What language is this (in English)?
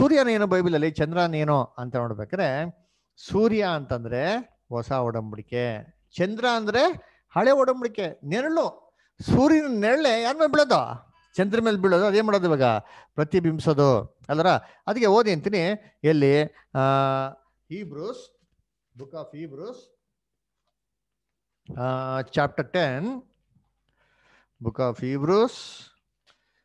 Kannada